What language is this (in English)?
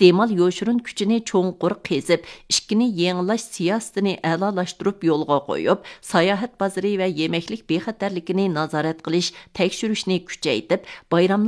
Uyghur